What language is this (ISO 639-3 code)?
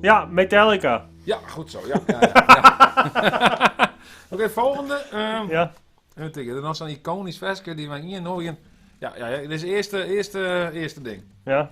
fry